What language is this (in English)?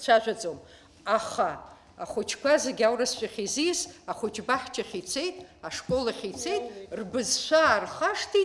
Abkhazian